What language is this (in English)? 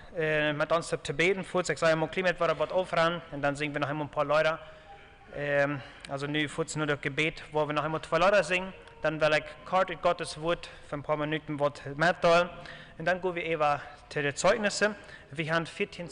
Plautdietsch